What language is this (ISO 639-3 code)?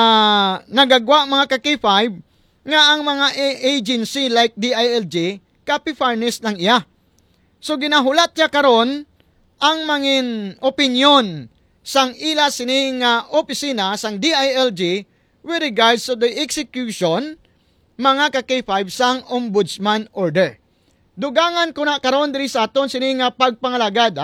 hil